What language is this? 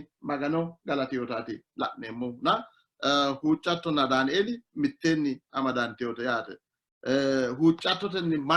Sidamo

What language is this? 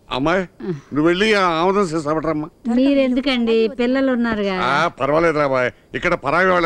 Telugu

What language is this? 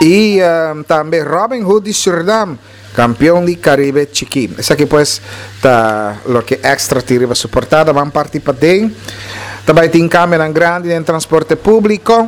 Papiamento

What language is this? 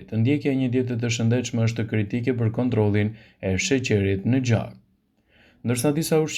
Albanian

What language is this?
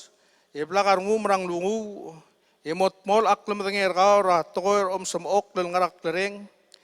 Palauan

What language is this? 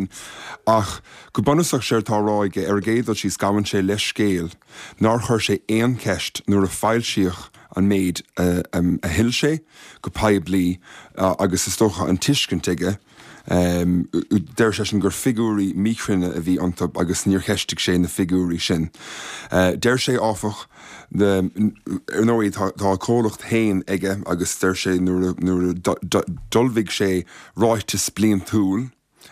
Irish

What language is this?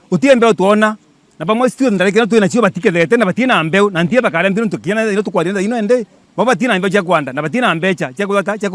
Meru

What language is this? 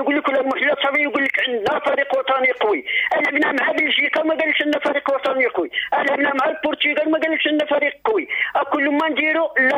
Moroccan Arabic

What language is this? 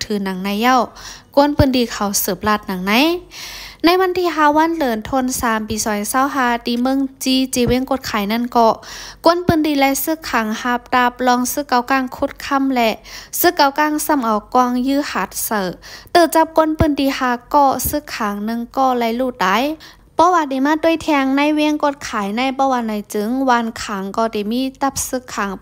Shan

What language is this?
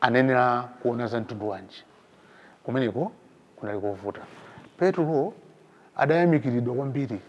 Nyanja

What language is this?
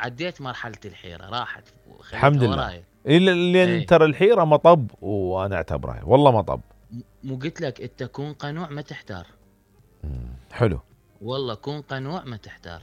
Mesopotamian Arabic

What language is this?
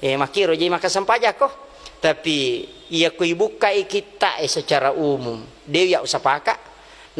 Buginese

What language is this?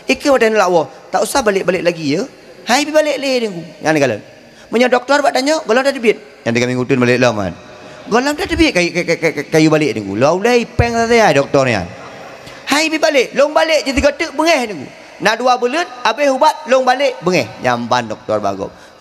Achinese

